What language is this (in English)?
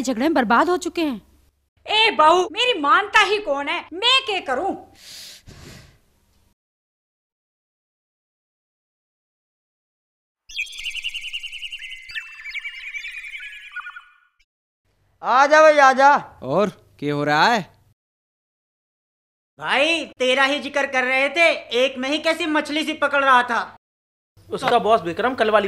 Hindi